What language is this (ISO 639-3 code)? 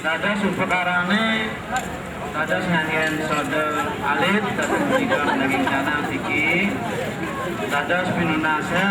ban